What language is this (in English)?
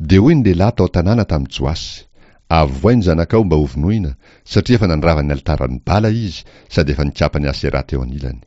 Malagasy